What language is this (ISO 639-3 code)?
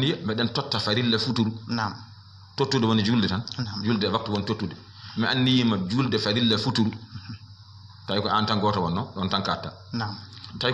ful